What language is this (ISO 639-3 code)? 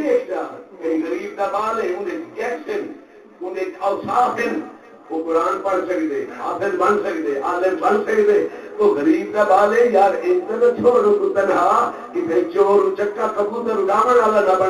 skr